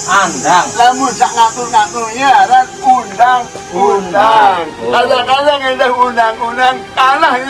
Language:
Sasak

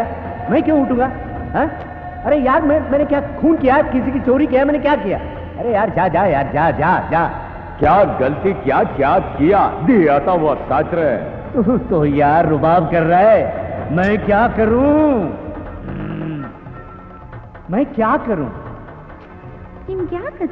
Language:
Kannada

